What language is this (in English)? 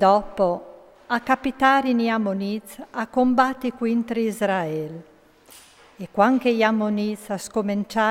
Friulian